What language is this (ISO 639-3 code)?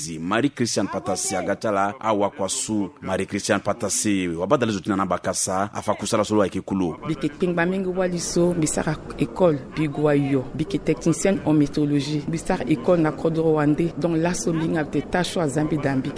sag